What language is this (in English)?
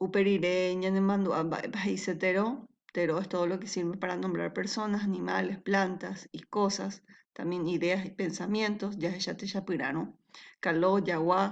Guarani